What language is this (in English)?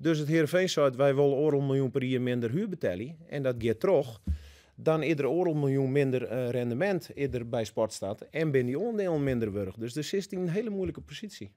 Western Frisian